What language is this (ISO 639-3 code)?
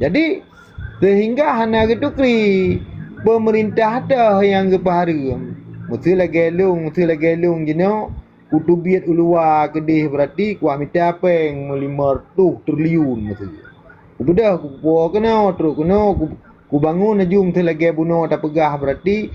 ace